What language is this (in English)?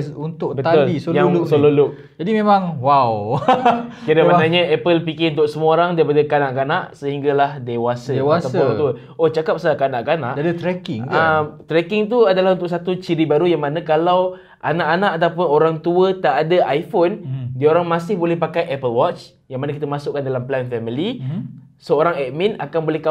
Malay